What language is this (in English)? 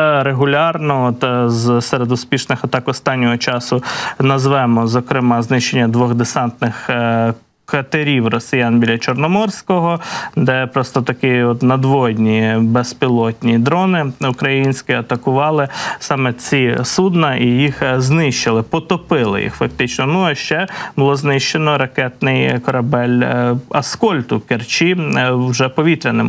Ukrainian